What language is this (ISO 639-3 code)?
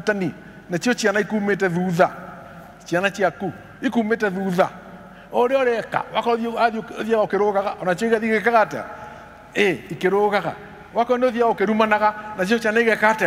kik